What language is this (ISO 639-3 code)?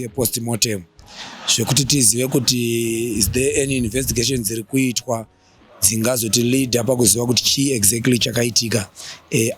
sna